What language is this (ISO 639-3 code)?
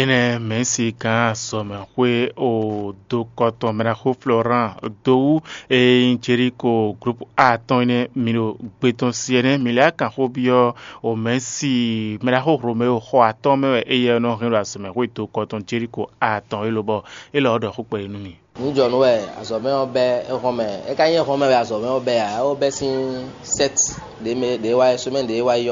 fon